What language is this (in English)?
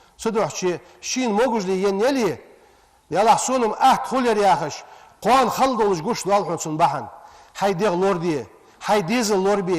Ingush